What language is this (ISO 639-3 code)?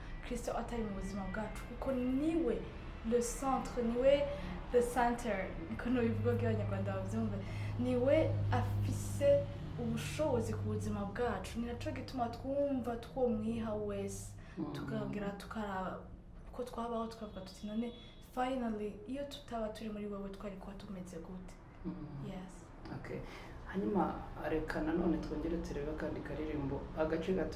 run